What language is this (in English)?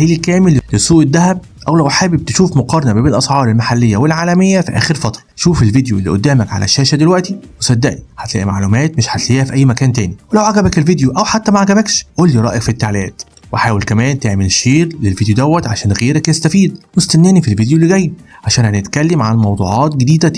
Egyptian Arabic